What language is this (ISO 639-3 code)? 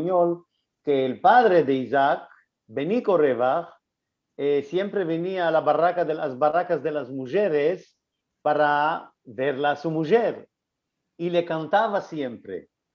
lad